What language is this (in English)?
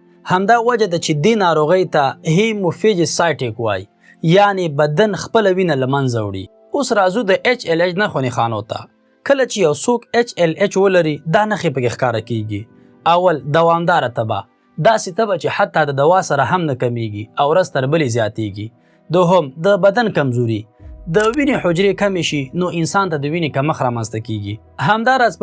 Pashto